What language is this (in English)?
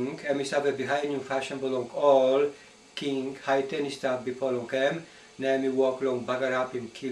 Tok Pisin